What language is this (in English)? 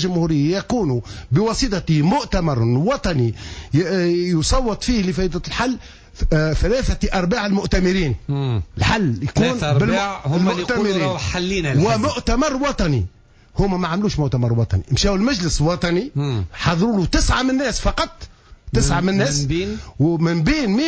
Tunisian Arabic